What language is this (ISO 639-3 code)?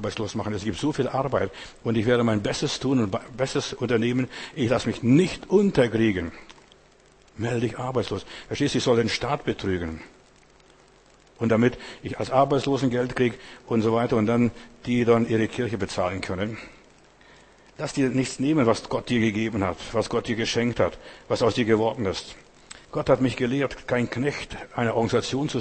deu